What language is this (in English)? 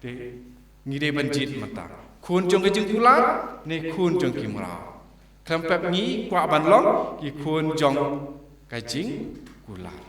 Khasi